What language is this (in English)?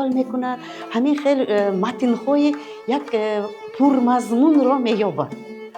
Tajik